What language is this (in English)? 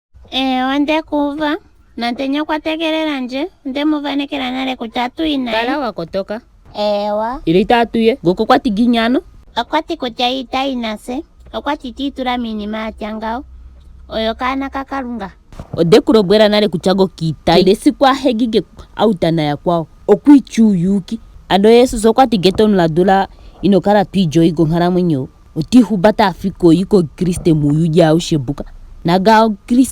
Ndonga